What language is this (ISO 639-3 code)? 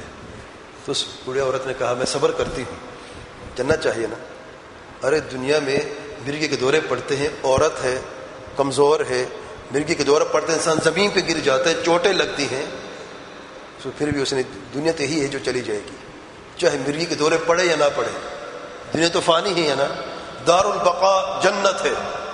urd